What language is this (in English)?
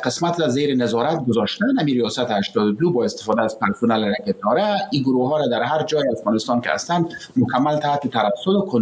Persian